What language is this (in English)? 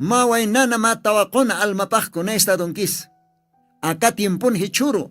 Aymara